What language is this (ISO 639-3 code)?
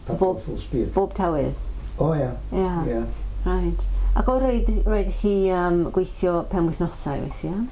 cym